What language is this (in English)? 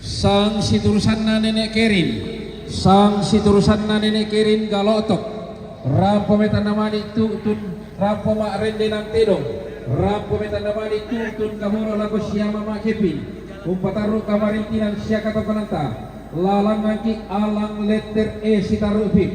Toraja-Sa'dan